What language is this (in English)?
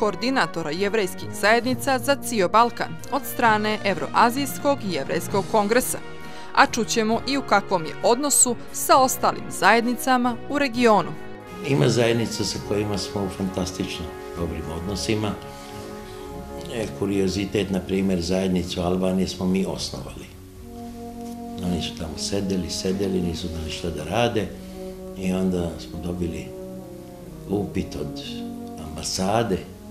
Serbian